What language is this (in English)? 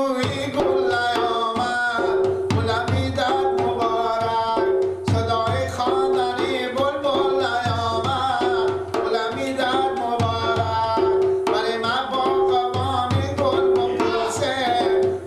Persian